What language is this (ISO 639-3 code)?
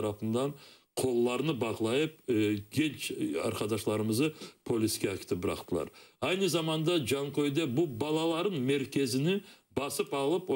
crh